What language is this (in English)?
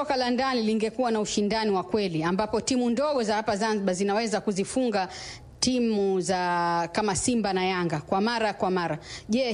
Swahili